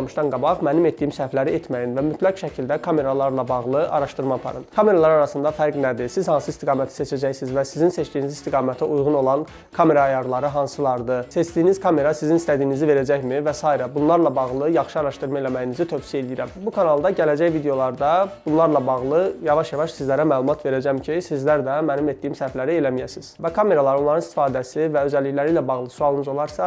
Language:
Azerbaijani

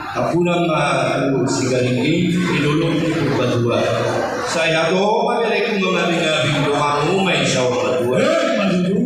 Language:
Batak Toba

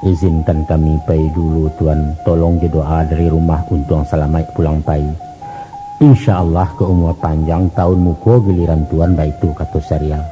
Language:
Minangkabau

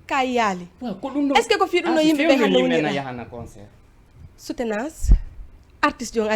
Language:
Fula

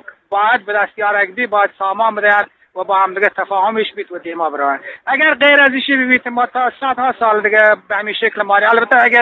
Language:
Eastern Balochi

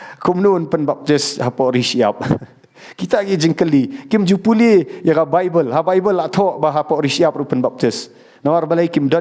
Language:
Khasi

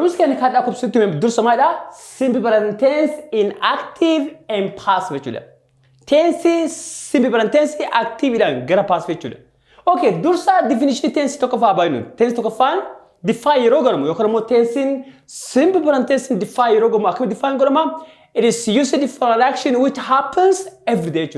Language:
Oromo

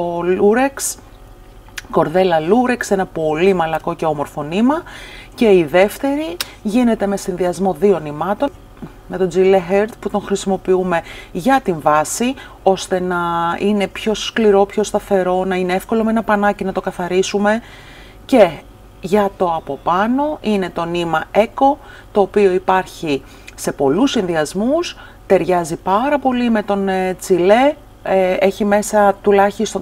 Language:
Greek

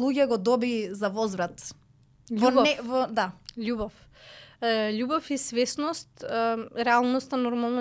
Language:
Macedonian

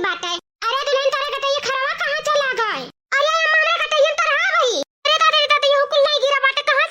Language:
Awadhi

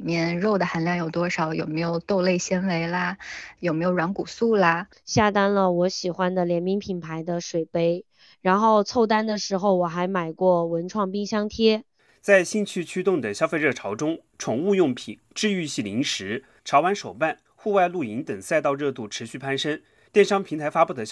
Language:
Chinese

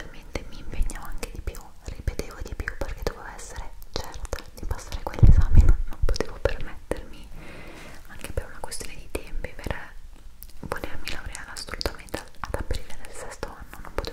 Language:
Italian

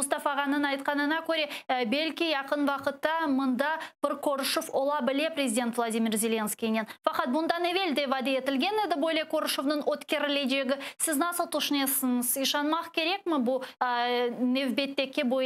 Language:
Crimean Tatar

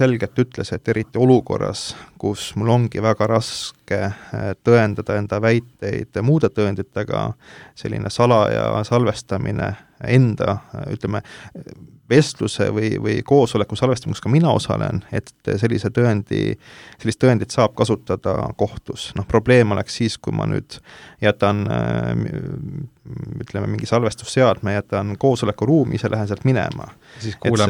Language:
Estonian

